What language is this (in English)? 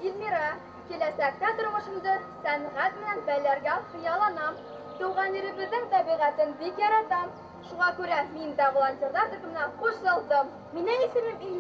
Bashkir